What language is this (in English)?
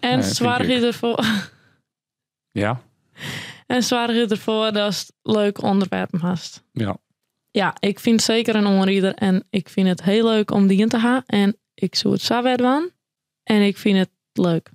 Western Frisian